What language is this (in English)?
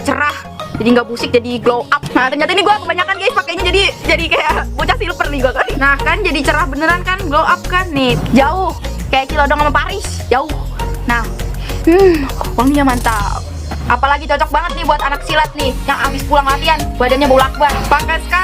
Betawi